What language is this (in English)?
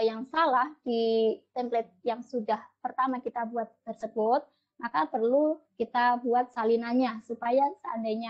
Indonesian